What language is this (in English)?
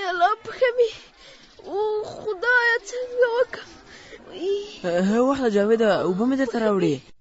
Pashto